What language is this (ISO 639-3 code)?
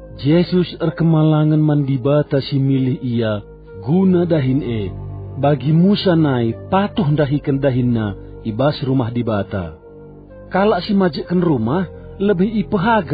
btx